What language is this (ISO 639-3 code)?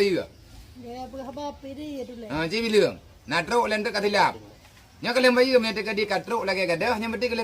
ace